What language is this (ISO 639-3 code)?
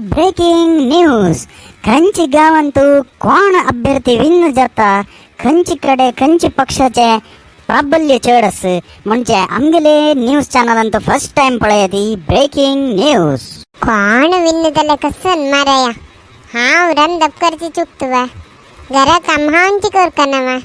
kok